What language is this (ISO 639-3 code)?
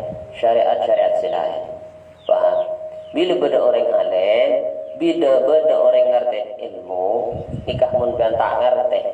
mad